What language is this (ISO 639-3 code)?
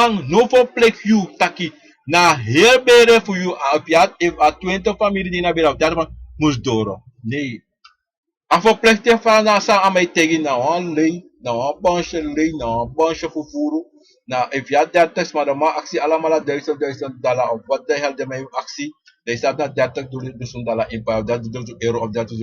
srn